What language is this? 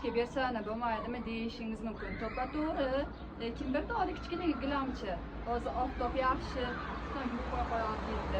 Uzbek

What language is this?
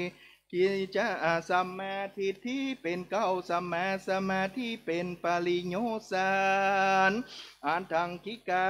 Thai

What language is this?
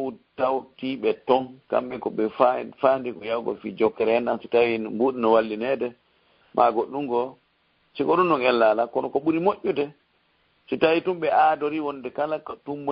Fula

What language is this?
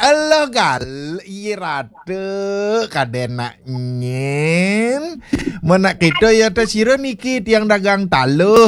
Balinese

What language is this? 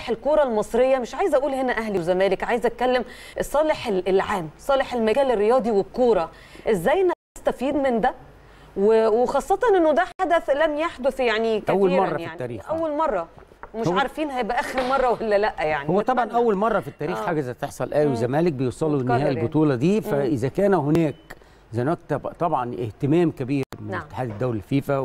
Egyptian Arabic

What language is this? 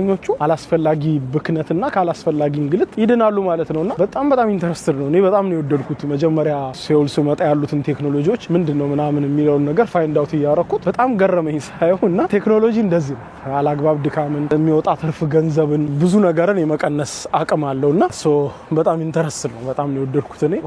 Amharic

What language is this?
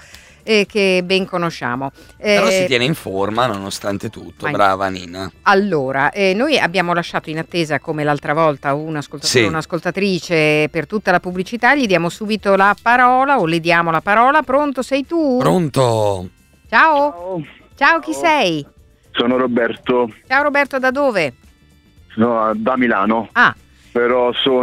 Italian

